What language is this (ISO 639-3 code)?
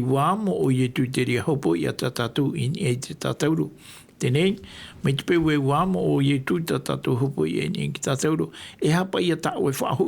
tah